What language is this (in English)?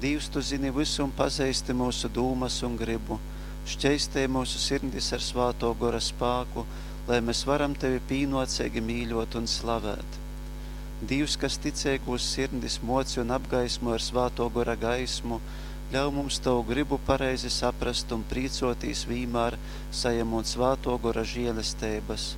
Latgalian